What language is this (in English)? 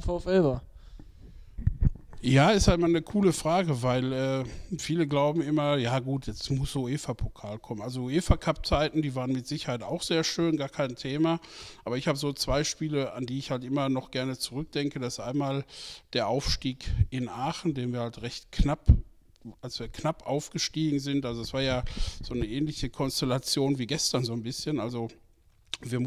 German